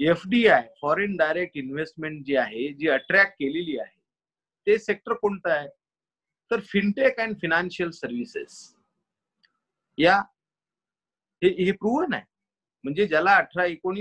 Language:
Marathi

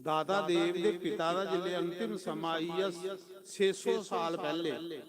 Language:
Dogri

